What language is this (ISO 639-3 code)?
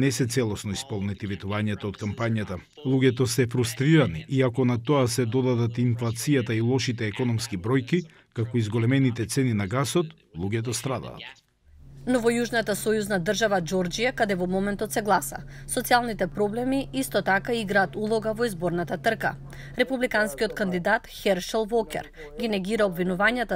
mkd